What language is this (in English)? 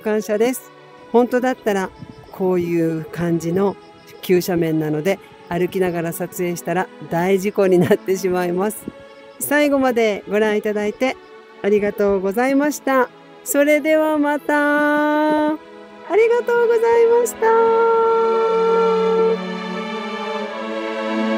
Japanese